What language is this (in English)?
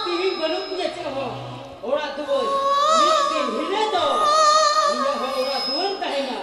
Santali